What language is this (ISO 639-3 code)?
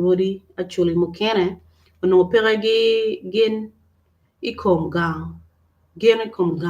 ach